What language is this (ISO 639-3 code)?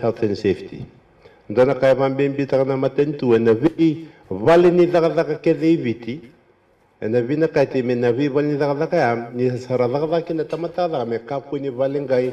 fij